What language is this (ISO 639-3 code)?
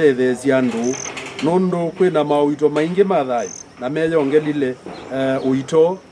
kam